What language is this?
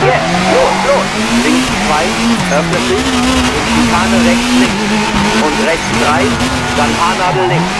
Bavarian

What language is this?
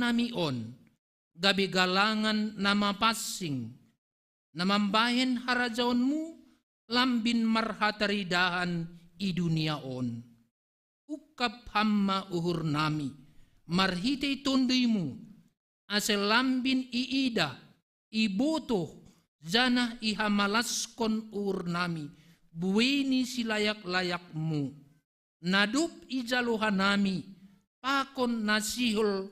Batak Simalungun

